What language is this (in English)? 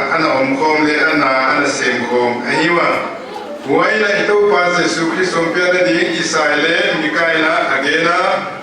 Paite Chin